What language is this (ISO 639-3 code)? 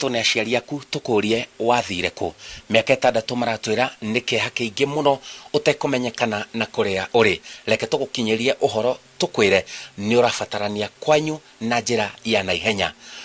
kik